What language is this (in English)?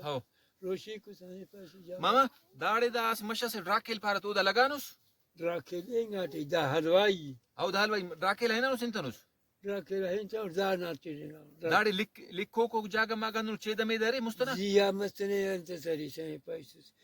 Brahui